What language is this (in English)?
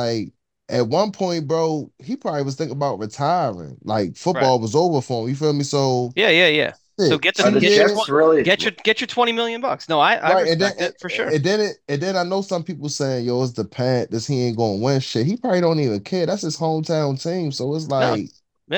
English